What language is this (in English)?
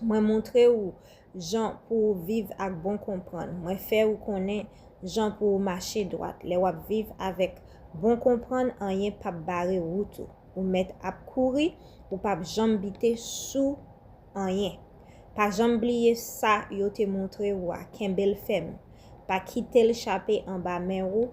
Haitian Creole